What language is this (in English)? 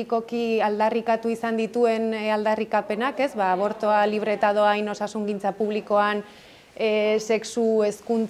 Basque